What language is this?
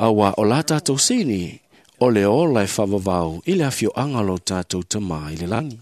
Samoan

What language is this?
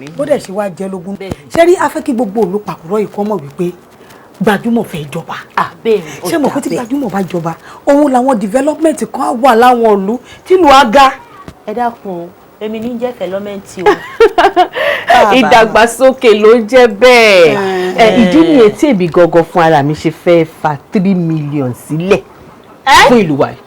Yoruba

